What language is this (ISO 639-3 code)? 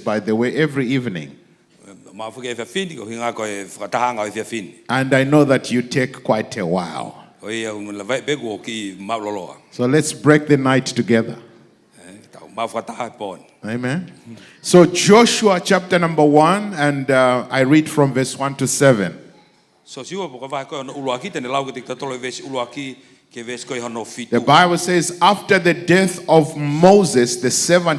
ton